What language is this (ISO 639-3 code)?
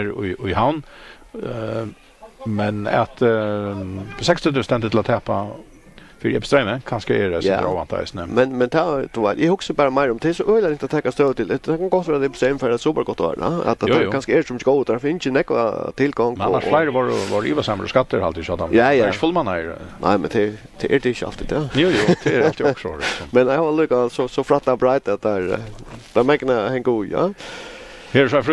fao